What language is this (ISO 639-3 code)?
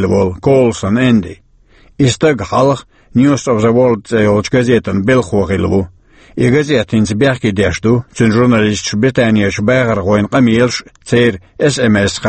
che